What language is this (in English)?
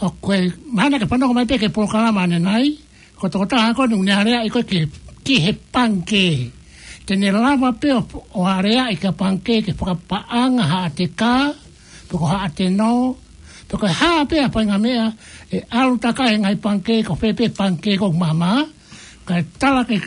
Tongan